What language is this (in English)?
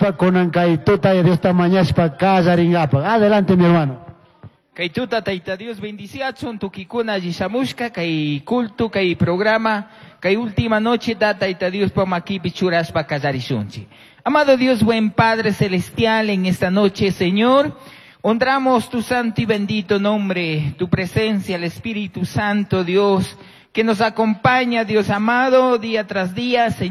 Chimborazo Highland Quichua